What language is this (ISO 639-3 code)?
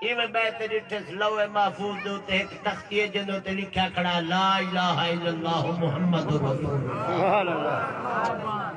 skr